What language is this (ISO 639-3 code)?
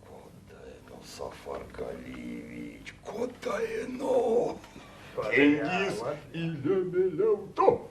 myv